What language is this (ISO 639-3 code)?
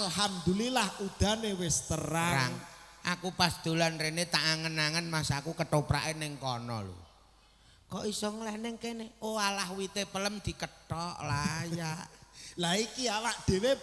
jav